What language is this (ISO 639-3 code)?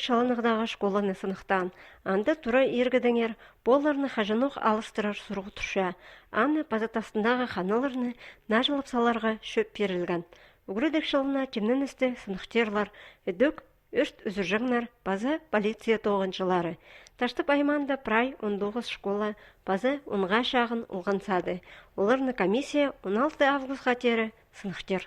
kjh